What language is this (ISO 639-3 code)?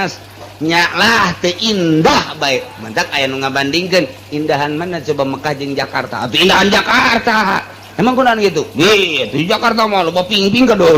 sun